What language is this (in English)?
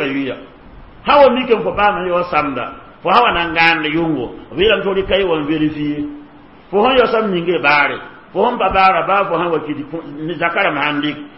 Mossi